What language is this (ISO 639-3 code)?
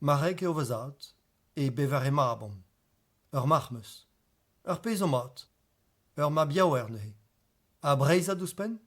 bre